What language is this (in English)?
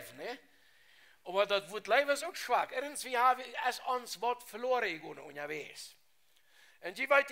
Plautdietsch